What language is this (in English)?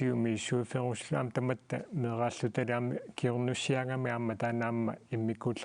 Kalaallisut